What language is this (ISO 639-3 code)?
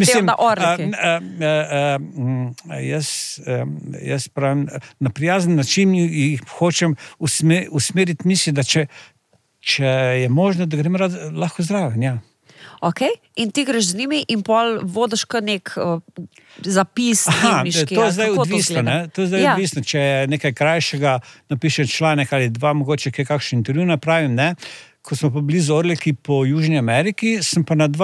slv